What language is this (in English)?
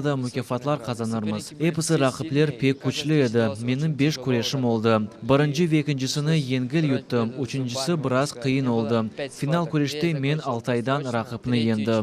Crimean Tatar